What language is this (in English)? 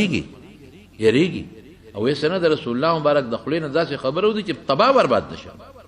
Pashto